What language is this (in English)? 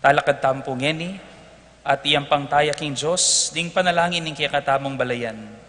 Pampanga